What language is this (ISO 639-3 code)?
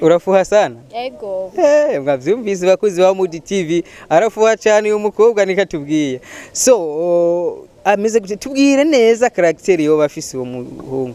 run